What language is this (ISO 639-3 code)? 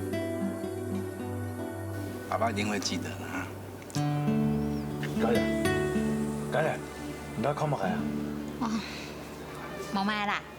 hak